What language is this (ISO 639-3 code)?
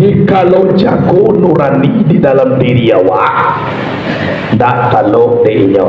min